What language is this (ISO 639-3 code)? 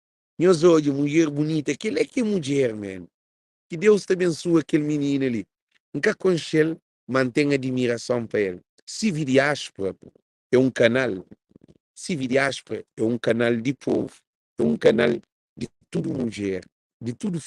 kea